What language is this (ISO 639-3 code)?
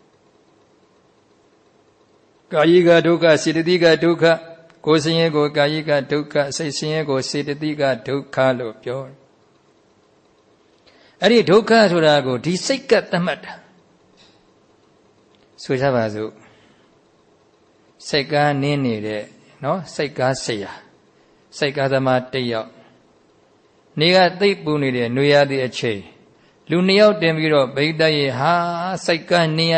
mya